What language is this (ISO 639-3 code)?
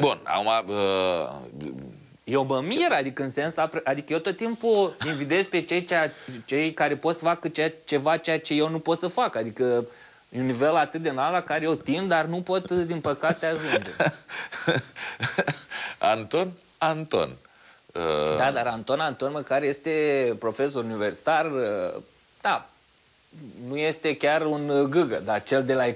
ron